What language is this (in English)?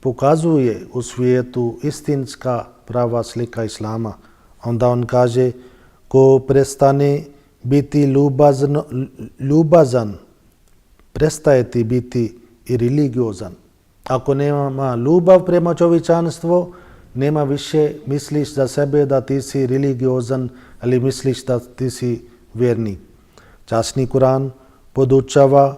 Bosnian